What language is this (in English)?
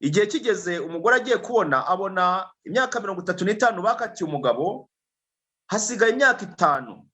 Kinyarwanda